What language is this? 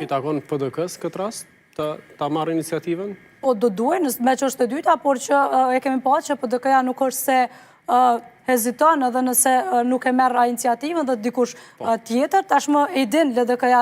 Albanian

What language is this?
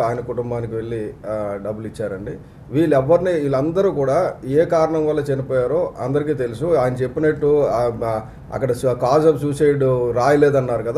Telugu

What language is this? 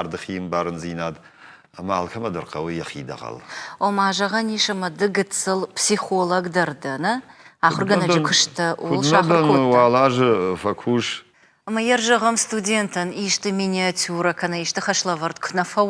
Ossetic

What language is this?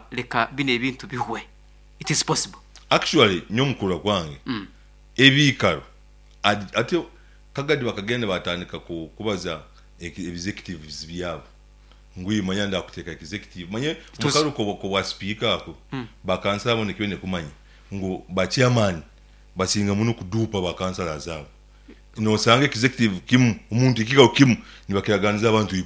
Nyankole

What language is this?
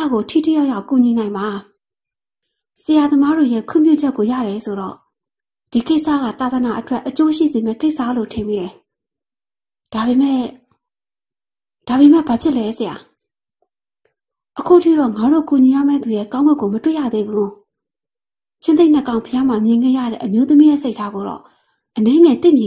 Burmese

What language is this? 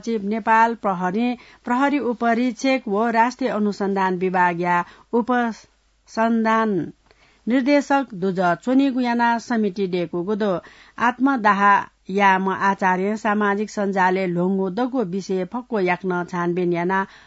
Newari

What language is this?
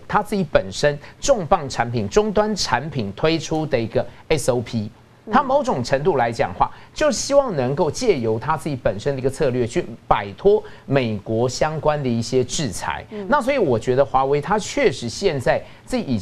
Chinese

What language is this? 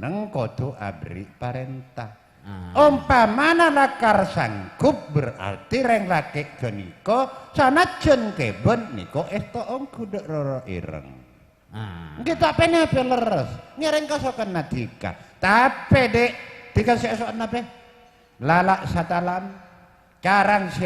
Madurese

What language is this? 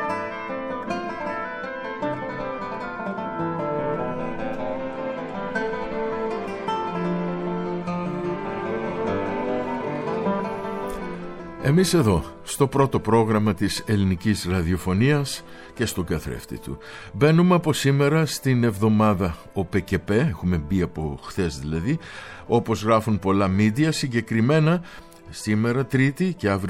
Greek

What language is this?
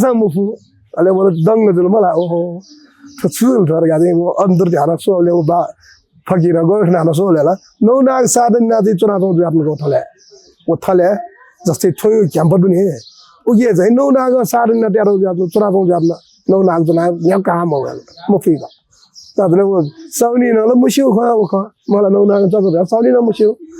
Newari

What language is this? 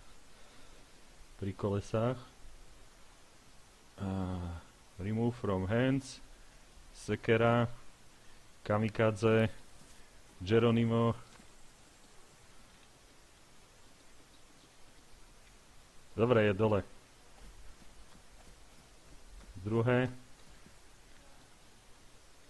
Slovak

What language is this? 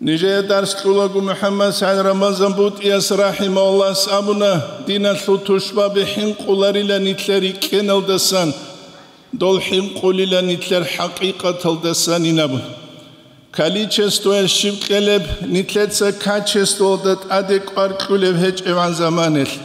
Avaric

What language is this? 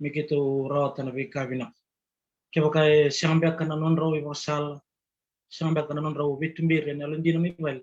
Fijian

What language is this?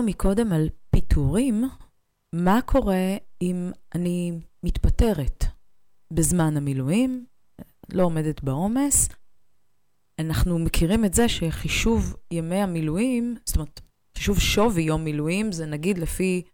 Hebrew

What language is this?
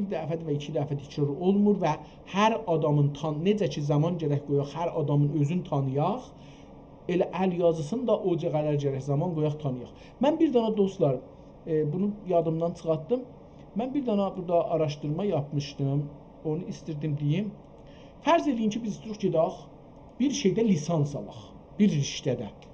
South Azerbaijani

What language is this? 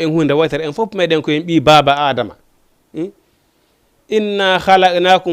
Fula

